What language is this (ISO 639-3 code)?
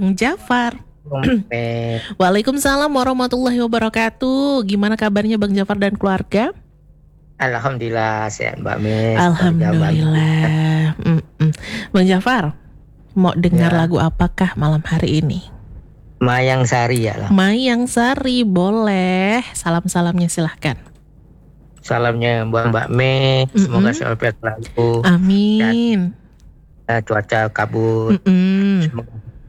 ind